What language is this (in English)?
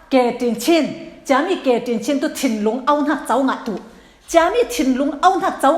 Falam Chin